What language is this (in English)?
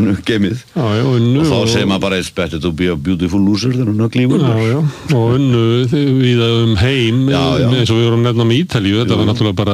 Icelandic